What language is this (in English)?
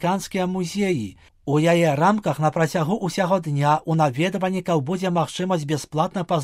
Belarusian